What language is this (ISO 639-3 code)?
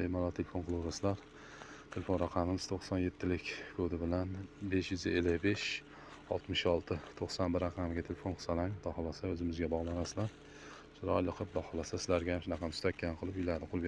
uzb